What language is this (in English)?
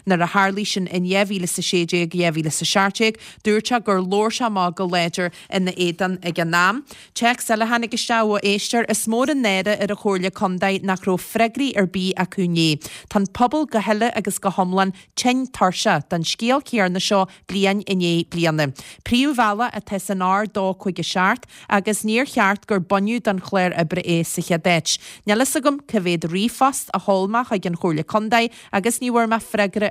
Irish